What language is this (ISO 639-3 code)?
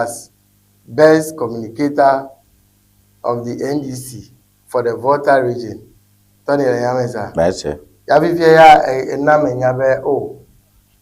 ewe